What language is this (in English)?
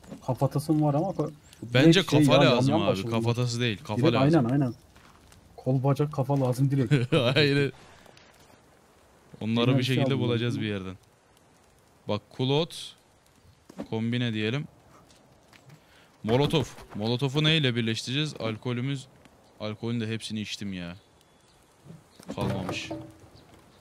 Turkish